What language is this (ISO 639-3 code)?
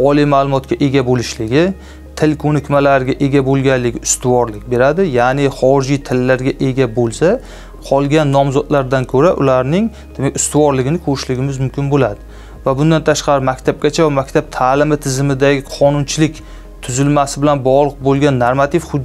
uzb